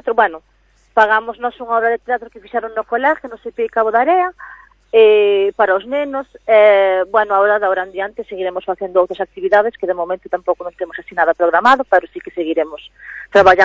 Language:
Galician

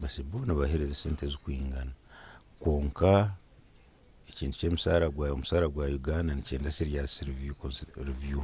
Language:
Nyankole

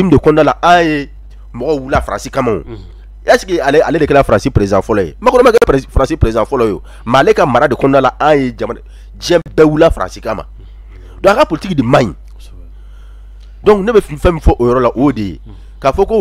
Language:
Bambara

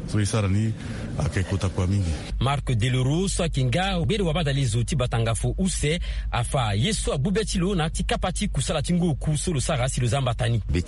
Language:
Sango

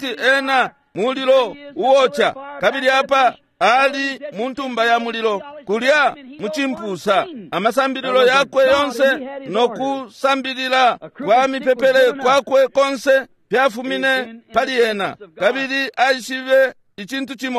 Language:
Bemba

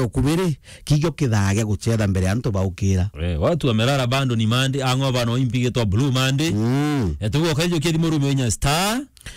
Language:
Meru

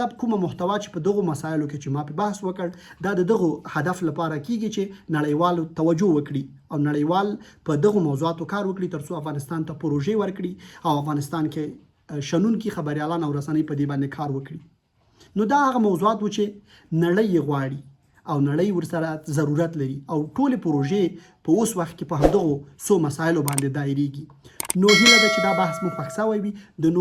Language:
Pashto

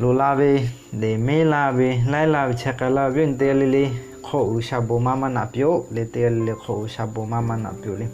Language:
Lahu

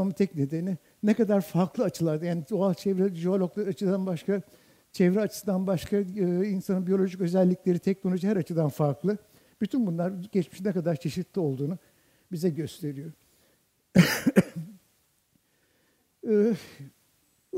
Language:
Turkish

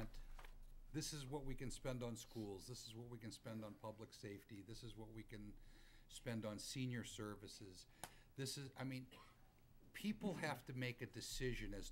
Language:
English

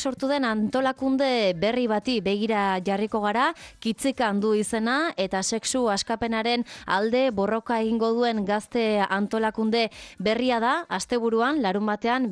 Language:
Basque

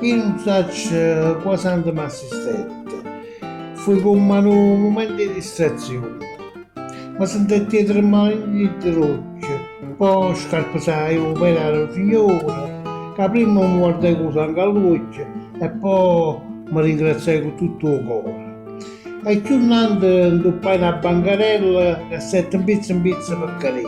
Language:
Neapolitan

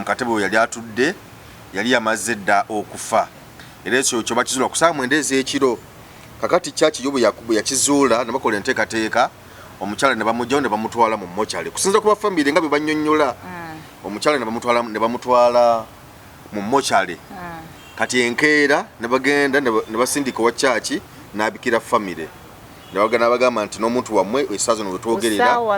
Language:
Ganda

